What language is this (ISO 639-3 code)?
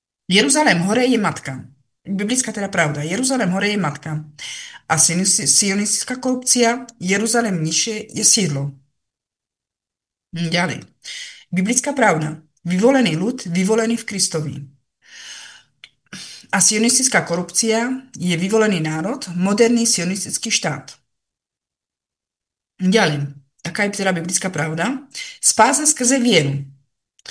slk